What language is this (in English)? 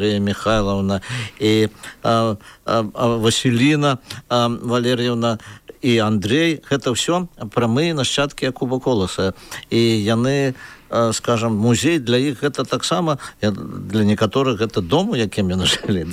Belarusian